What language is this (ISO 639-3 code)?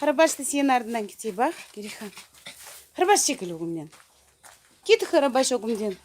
crh